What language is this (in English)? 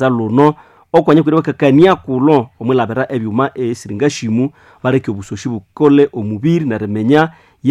Nande